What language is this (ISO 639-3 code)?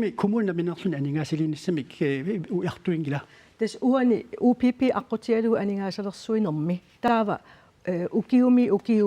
kal